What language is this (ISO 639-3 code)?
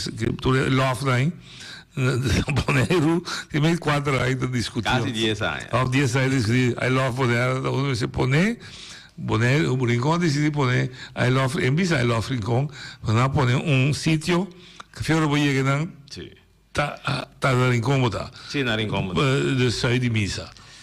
pap